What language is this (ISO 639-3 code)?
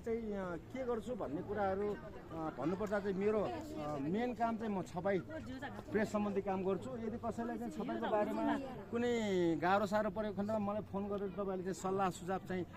nep